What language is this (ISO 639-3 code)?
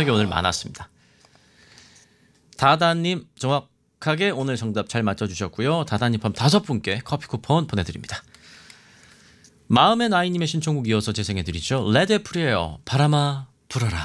kor